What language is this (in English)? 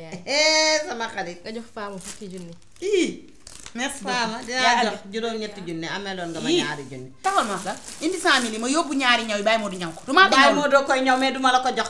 Wolof